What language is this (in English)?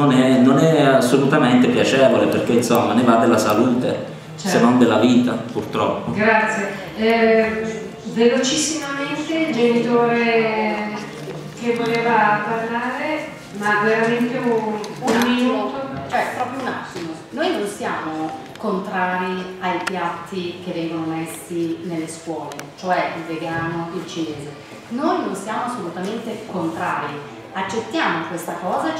Italian